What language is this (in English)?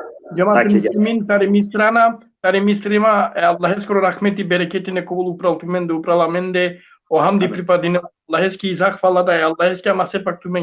Balkan Romani